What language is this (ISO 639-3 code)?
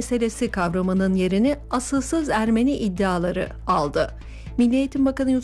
tur